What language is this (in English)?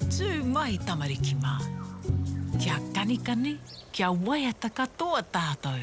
Māori